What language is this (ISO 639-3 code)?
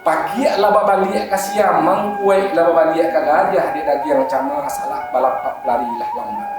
min